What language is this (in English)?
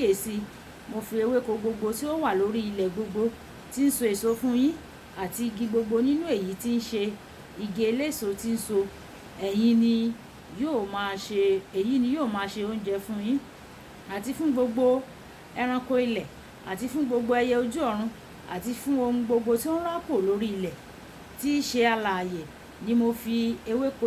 Yoruba